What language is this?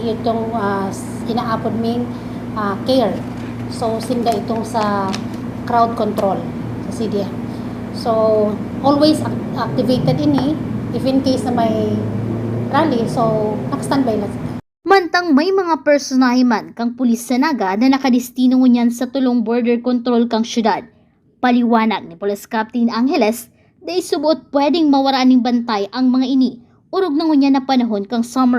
Bikol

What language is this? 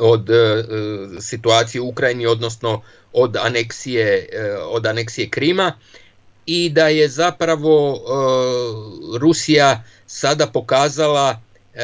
Serbian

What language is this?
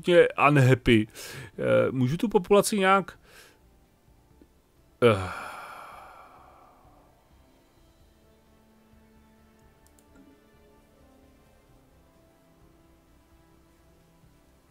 Czech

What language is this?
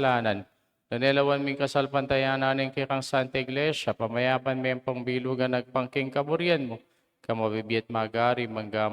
Pampanga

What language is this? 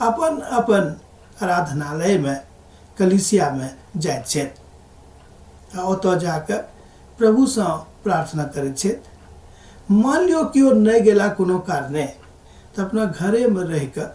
Maithili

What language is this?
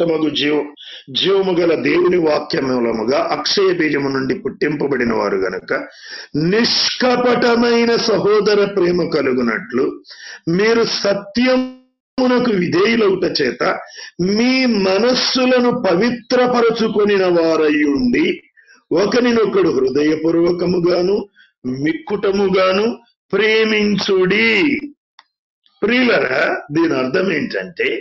Telugu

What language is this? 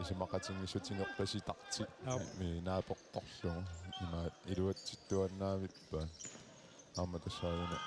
Kalaallisut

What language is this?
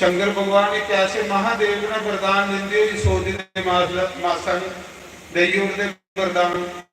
Dogri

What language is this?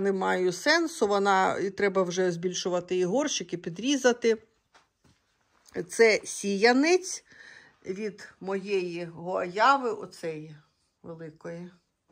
Ukrainian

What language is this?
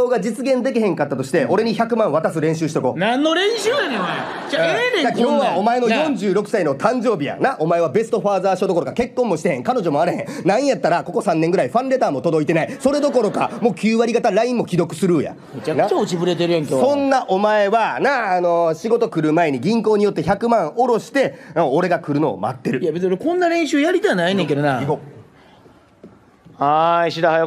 Japanese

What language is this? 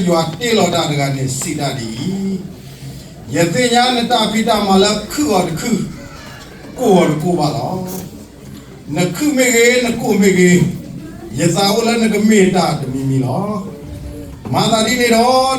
S'gaw Karen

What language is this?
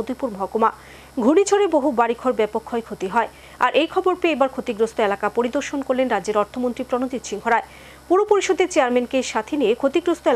Bangla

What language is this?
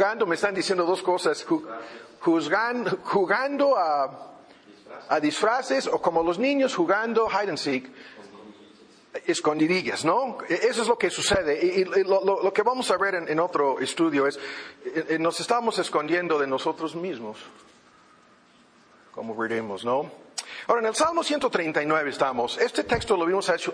Spanish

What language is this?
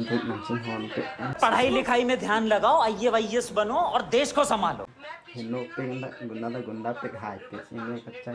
Karbi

